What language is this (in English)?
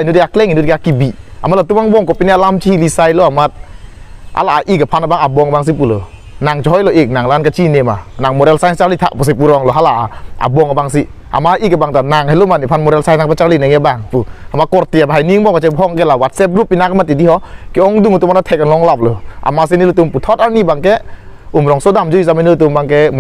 Karbi